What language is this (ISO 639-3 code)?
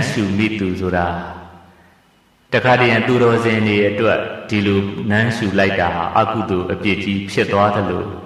mya